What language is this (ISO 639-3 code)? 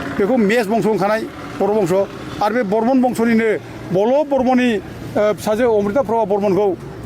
brx